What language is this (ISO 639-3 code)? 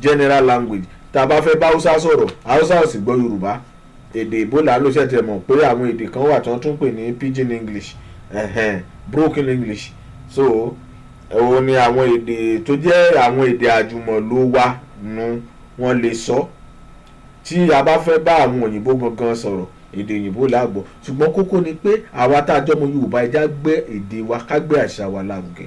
yor